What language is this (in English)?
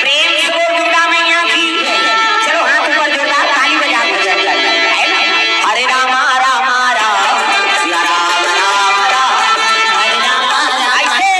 Chhattisgarhi